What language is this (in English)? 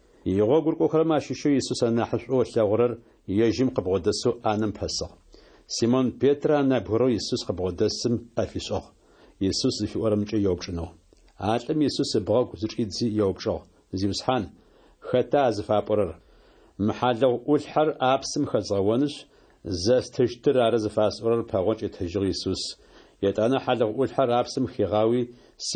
Adyghe